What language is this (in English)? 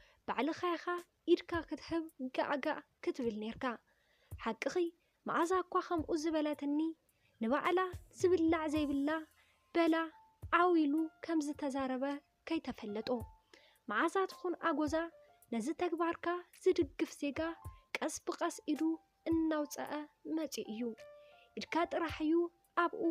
Tigrinya